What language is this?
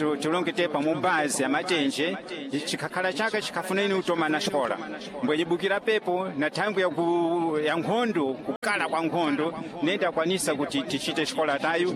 Sena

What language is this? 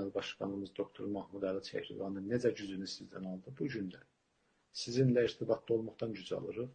South Azerbaijani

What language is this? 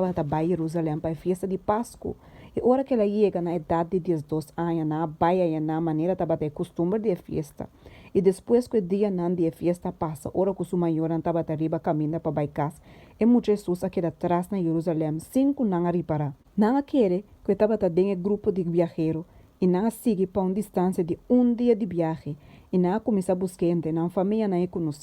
Papiamento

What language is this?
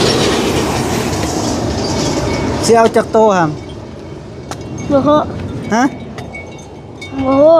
Lao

